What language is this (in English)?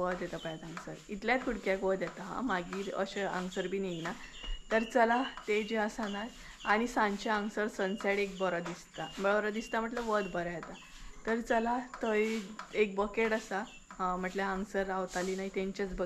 Konkani